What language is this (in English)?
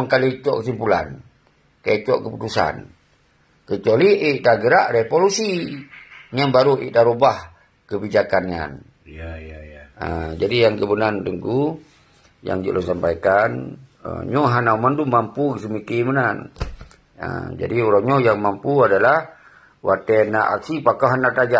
Achinese